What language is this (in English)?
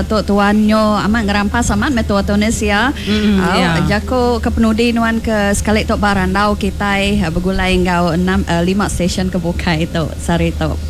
Iban